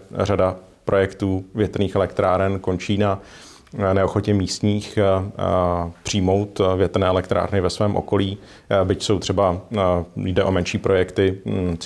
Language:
Czech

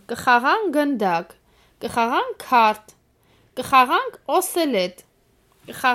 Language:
Armenian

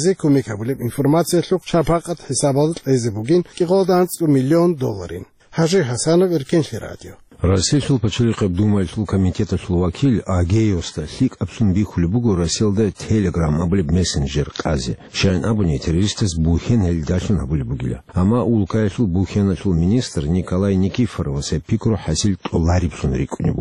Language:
Avaric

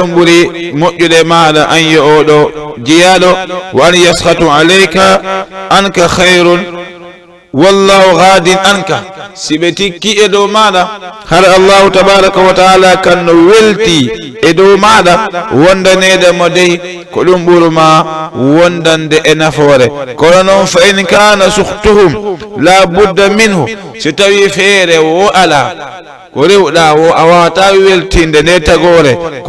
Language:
Fula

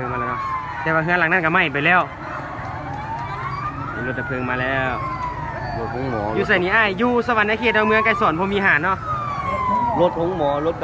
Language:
Lao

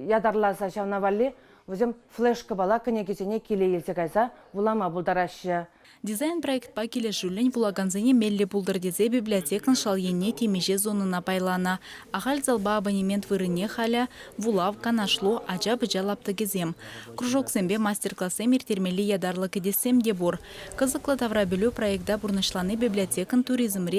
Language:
Chuvash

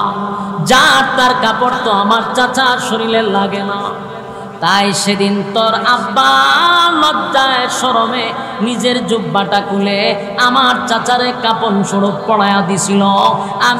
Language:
Bangla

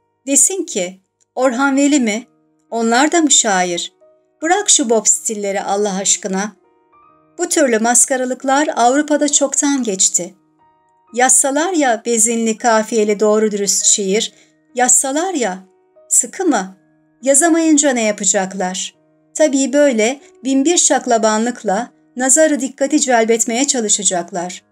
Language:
Turkish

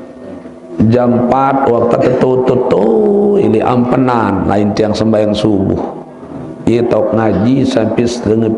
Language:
Sasak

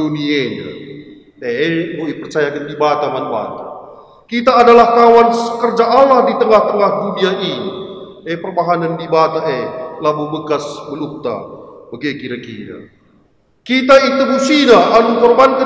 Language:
Batak Karo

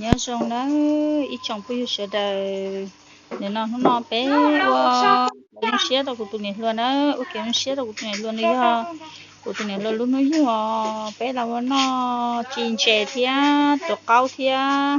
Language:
Hmong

